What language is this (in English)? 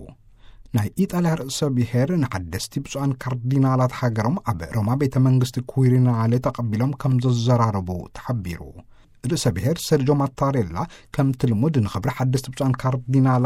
Tigrinya